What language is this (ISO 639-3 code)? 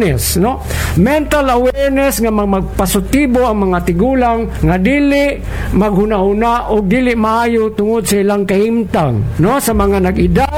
ceb